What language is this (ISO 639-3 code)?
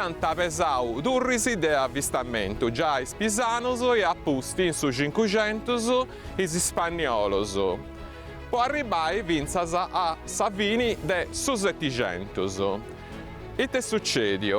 srd